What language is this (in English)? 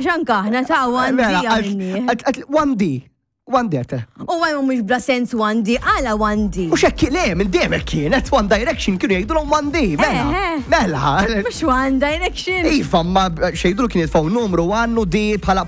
Maltese